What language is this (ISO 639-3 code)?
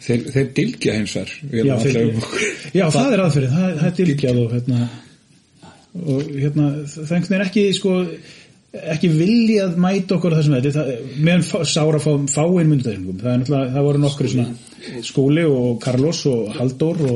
isl